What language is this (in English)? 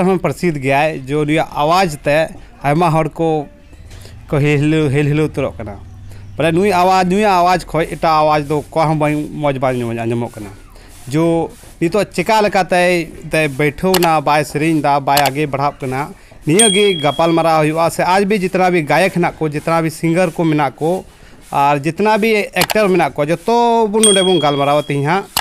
Santali